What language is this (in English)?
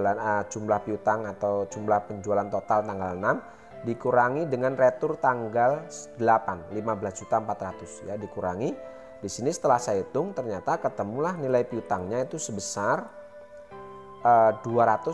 Indonesian